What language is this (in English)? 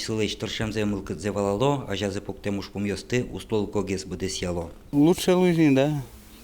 Udmurt